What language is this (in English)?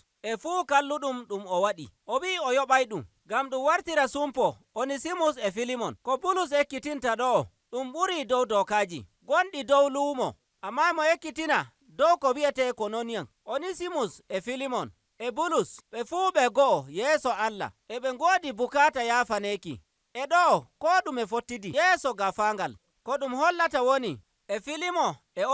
Nigerian Fulfulde